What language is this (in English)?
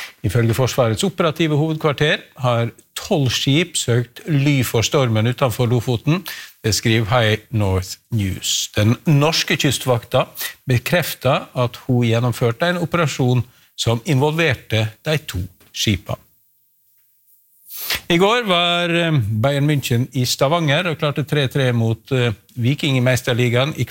Norwegian